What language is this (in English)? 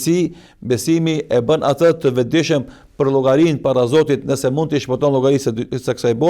Albanian